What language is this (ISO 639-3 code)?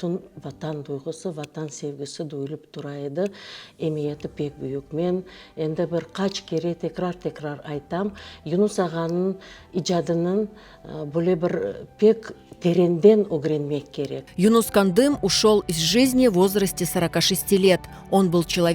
crh